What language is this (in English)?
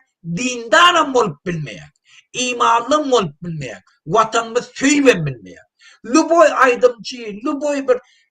Turkmen